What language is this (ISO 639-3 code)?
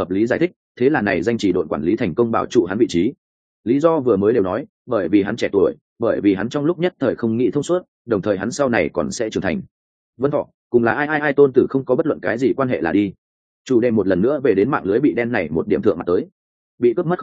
vie